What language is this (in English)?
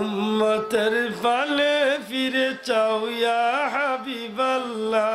Sylheti